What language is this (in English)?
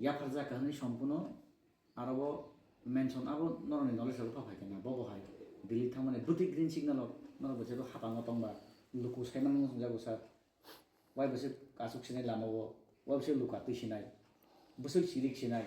Kok Borok